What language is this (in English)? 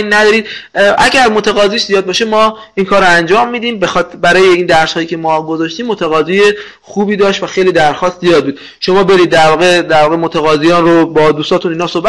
Persian